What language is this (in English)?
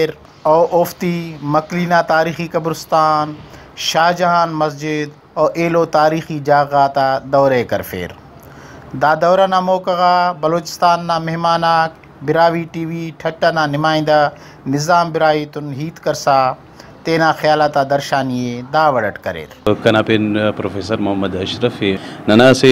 Brahui